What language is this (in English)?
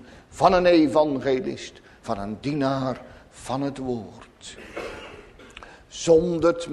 Dutch